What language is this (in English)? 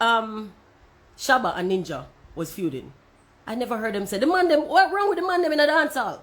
Jamaican Creole English